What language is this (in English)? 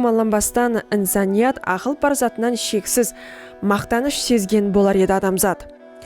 Kara-Kalpak